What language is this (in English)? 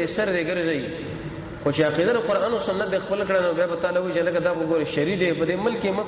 Pashto